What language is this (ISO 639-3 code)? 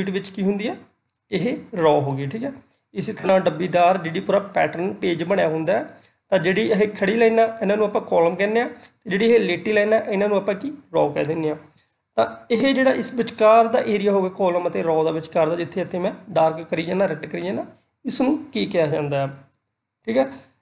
pan